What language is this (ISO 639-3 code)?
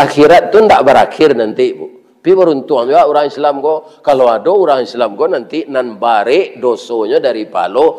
min